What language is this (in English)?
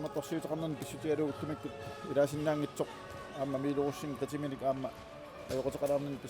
Kalaallisut